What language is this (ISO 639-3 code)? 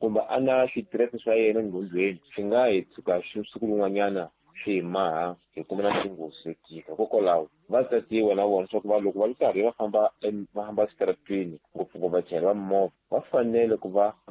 tso